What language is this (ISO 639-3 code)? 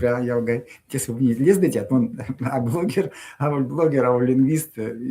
myv